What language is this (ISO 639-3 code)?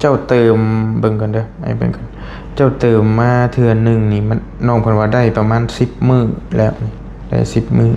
lao